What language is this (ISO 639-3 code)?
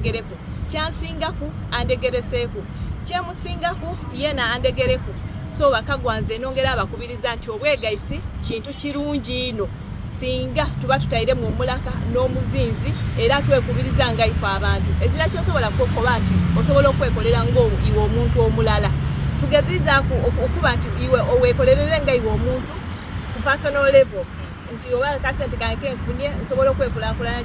xog